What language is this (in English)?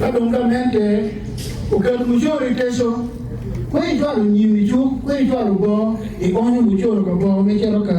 Acoli